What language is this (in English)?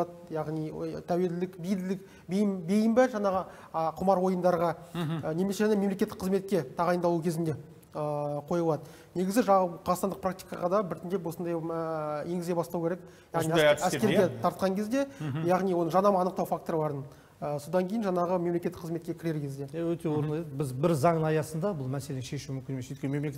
Kazakh